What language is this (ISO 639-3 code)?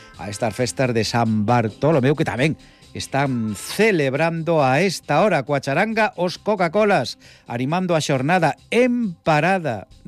glg